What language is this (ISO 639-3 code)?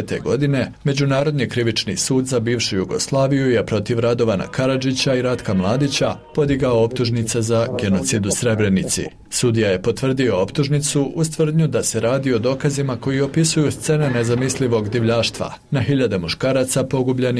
srp